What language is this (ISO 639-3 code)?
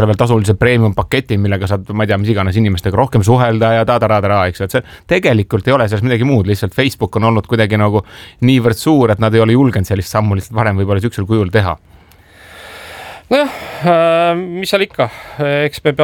est